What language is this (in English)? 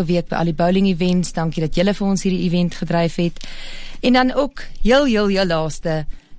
Afrikaans